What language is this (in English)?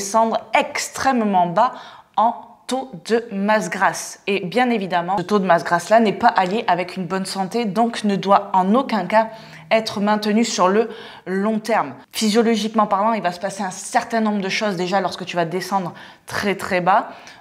French